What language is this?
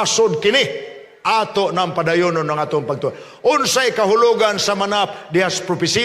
Cebuano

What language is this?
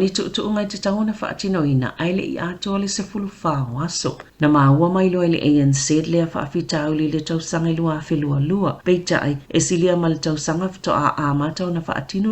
Samoan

